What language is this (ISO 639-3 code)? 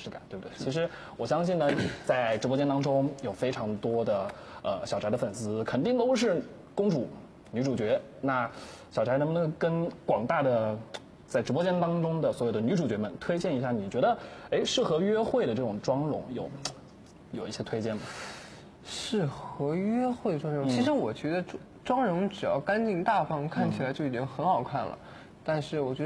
zho